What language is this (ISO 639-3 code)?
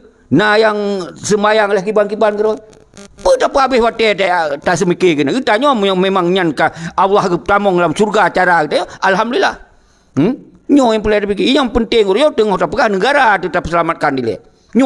ace